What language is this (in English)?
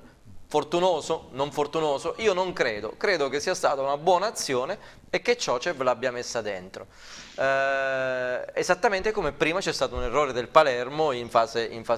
Italian